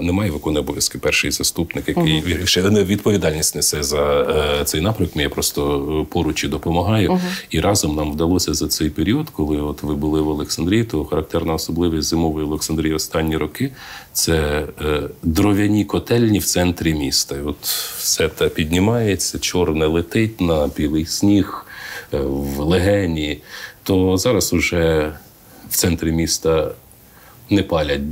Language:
Ukrainian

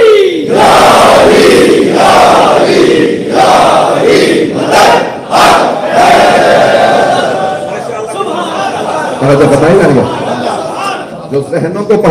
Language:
Urdu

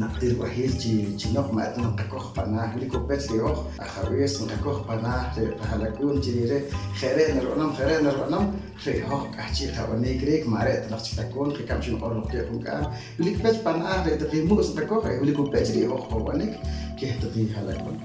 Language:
Poqomchi'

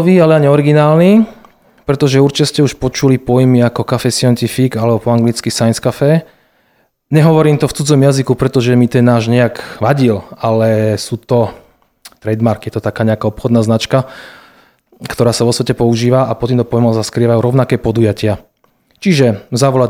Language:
Slovak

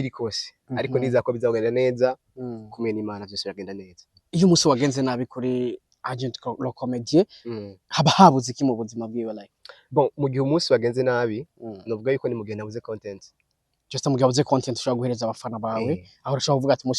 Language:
Rundi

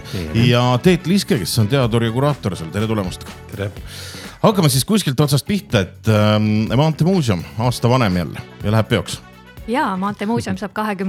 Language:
Estonian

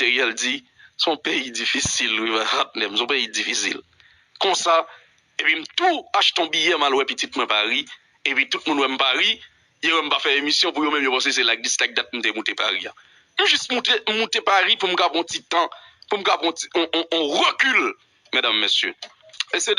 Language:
Haitian Creole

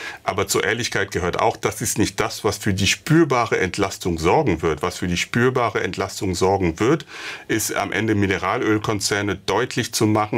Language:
German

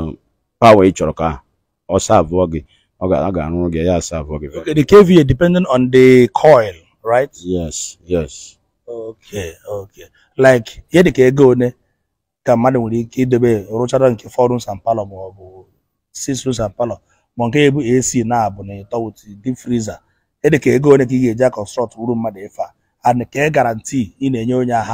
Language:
Igbo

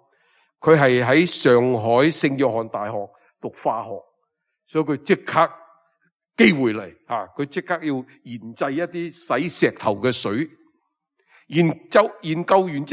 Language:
Cantonese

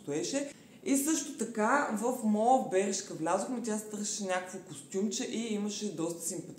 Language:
Bulgarian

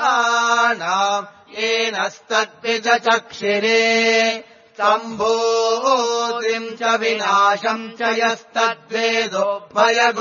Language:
Sanskrit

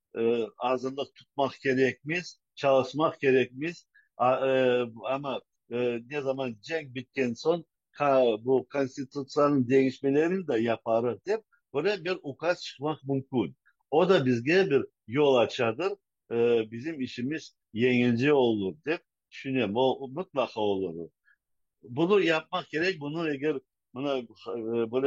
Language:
Crimean Tatar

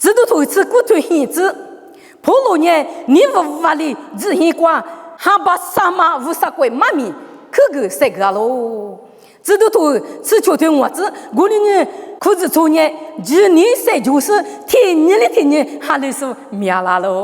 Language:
Lisu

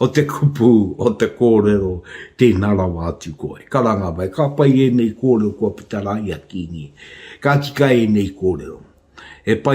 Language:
Māori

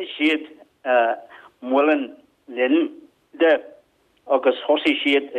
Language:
Irish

